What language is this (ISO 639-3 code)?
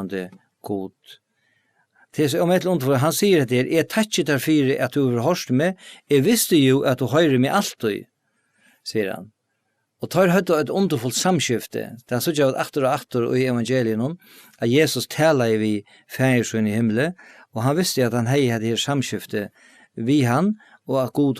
fao